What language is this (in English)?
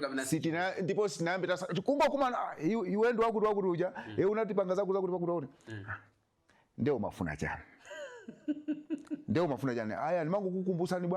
Nyanja